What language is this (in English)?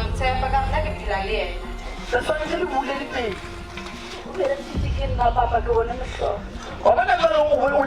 Northern Sotho